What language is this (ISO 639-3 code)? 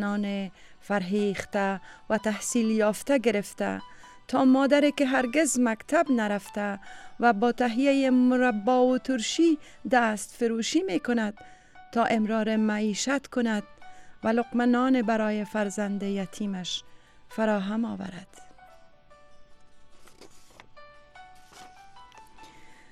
fas